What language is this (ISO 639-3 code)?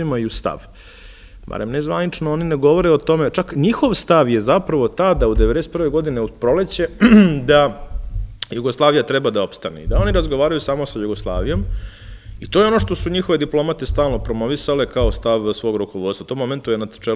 srp